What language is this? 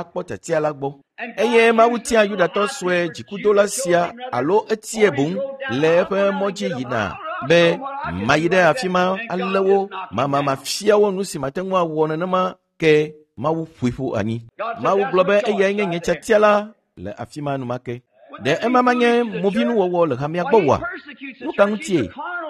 Ewe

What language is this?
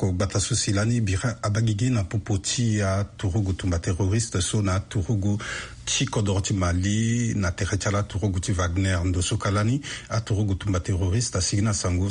Sango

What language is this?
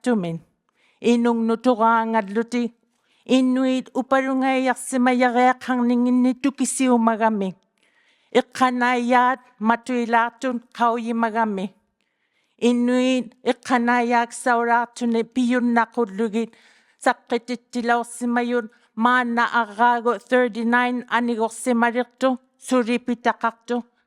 Inuktitut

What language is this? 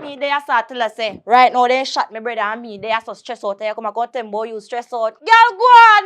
Jamaican Creole English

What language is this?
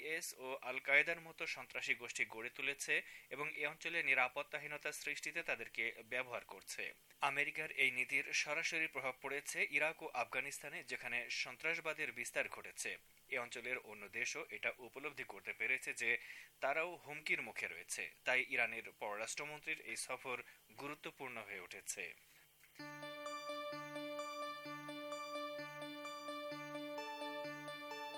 Bangla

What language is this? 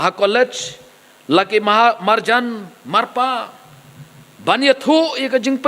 Khasi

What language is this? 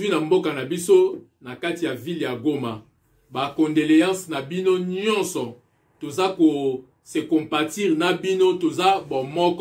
Lingala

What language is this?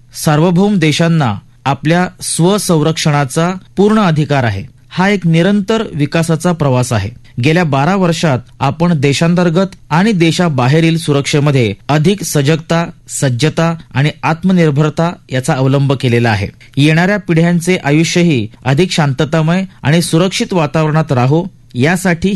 Marathi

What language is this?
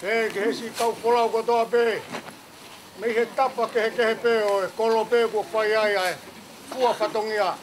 Tongan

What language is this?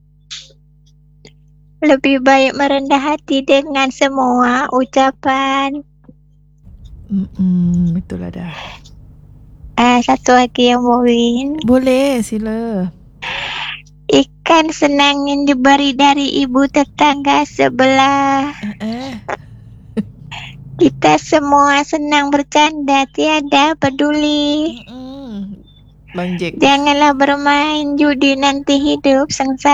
Malay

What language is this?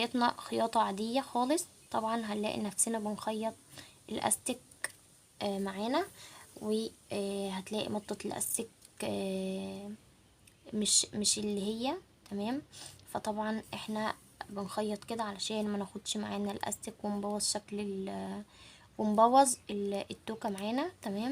Egyptian Arabic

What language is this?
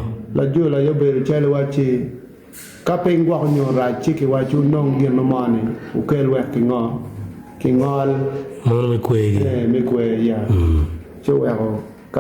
Acoli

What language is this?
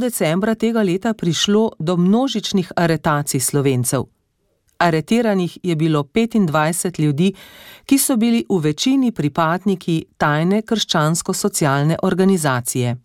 Slovenian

